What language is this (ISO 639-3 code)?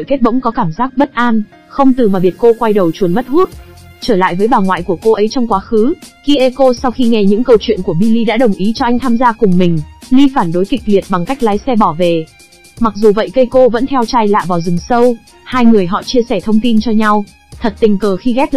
vie